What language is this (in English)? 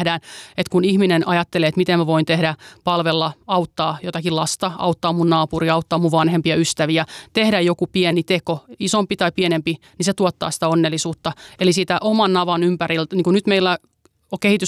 Finnish